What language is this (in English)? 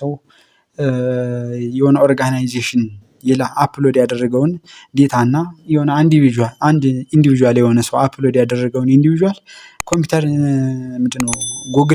Amharic